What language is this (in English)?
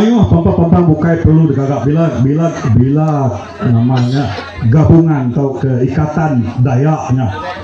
Iban